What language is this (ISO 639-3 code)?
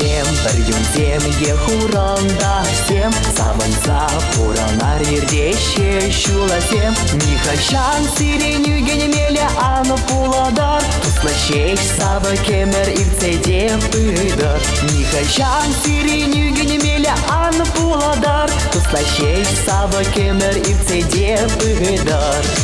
chv